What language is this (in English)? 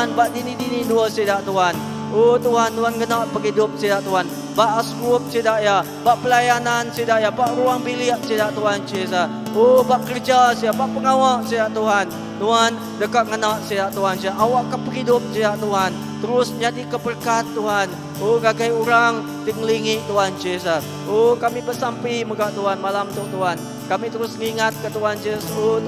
Iban